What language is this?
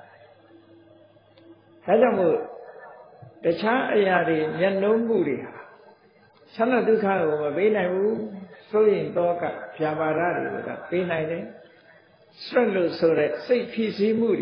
Burmese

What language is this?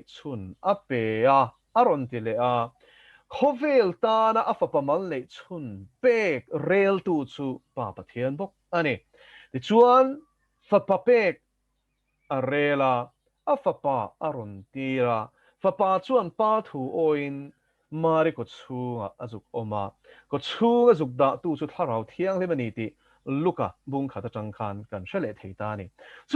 Mizo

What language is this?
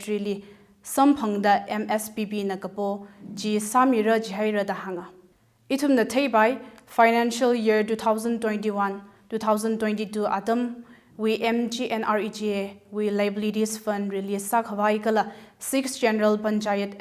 Tangkhul Naga (India)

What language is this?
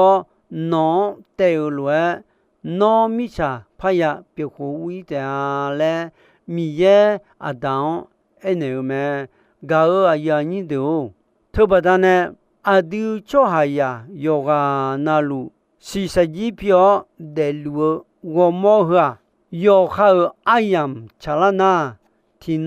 Akha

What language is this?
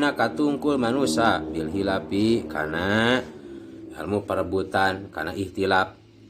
Sundanese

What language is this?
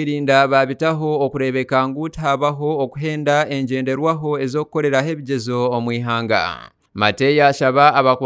Nyankole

